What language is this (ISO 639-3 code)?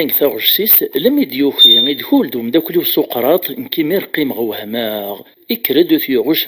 kab